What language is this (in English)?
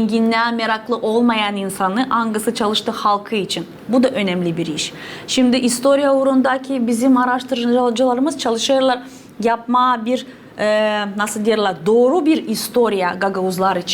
Gagauz